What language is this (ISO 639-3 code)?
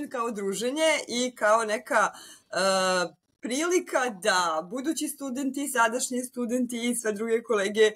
srp